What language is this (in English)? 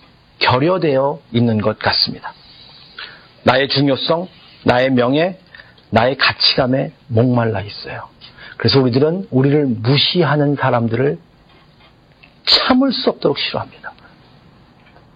Korean